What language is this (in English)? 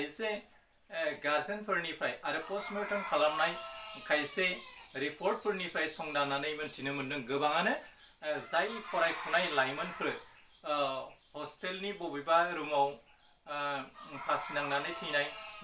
Bodo